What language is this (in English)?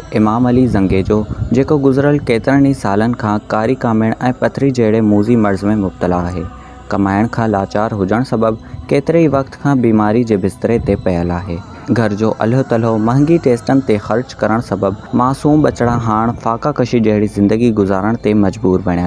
Sindhi